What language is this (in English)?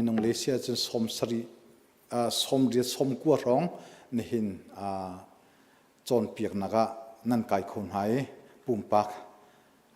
Hakha Chin